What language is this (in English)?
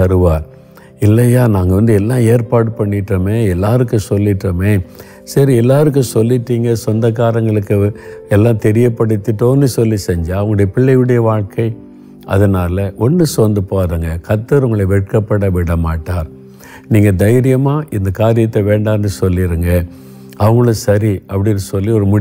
Tamil